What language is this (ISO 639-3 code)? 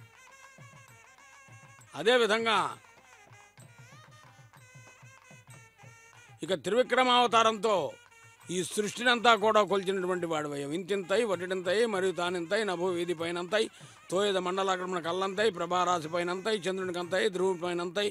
tel